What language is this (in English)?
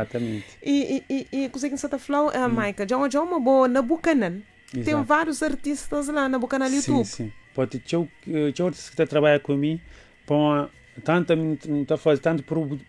Kabuverdianu